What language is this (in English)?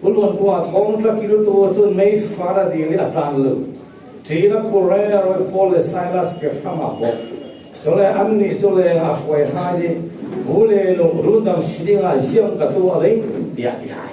Falam Chin